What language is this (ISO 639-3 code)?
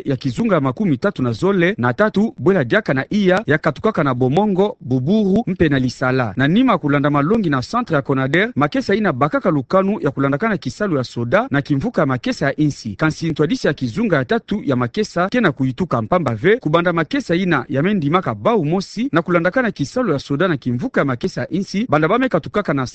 ktu